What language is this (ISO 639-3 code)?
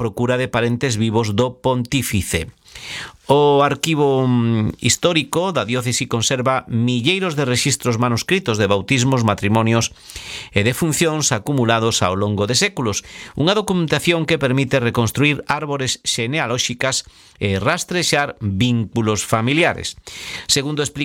glg